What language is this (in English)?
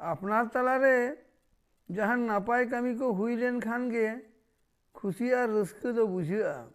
Santali